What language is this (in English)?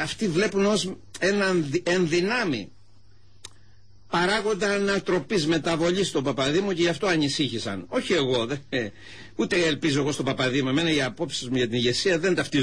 Greek